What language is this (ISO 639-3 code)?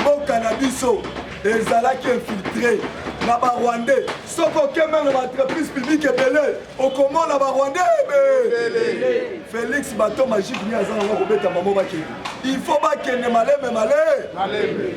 lin